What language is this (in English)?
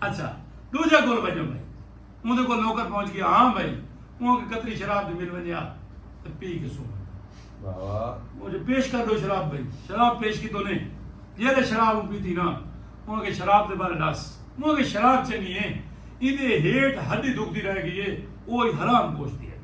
Saraiki